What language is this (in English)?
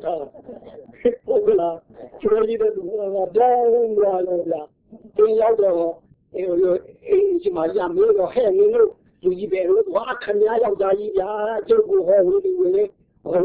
Burmese